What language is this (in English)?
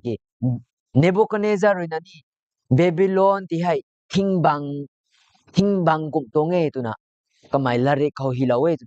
Rongmei Naga